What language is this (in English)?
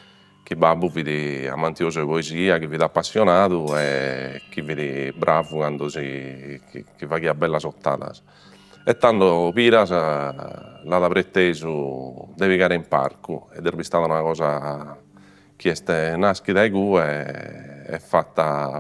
Sardinian